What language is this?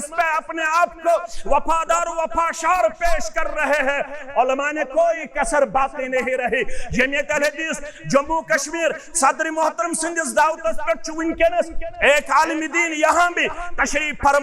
Kashmiri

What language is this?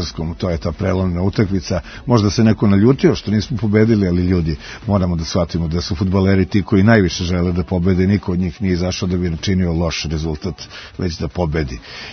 Serbian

